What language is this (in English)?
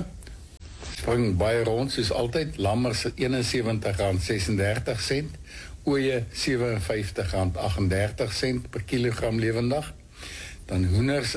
Afrikaans